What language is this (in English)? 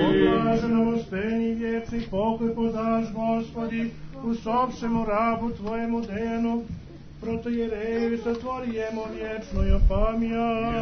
Serbian